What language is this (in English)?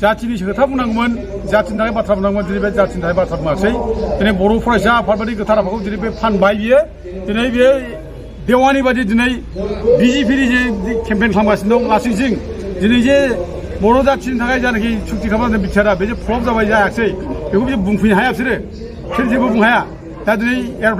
Bodo